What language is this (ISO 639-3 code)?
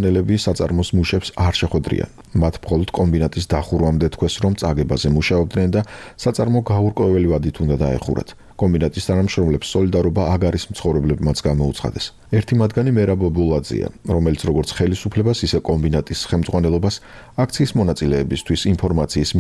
kat